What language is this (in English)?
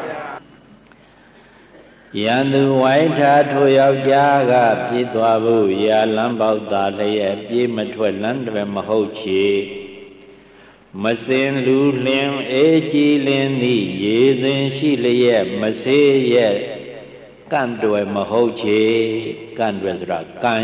Burmese